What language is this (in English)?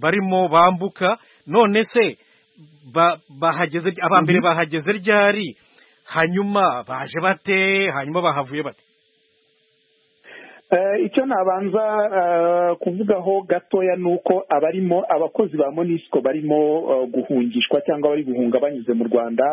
Kinyarwanda